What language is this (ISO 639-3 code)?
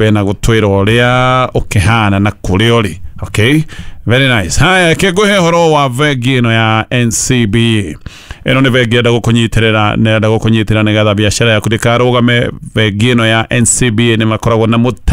kik